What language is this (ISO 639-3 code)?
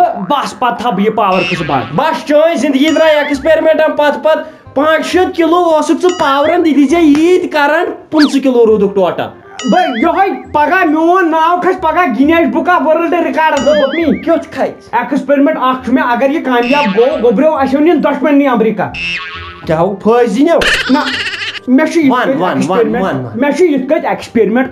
kas